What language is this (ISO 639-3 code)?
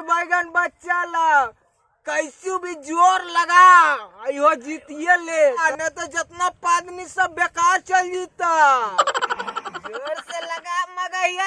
mag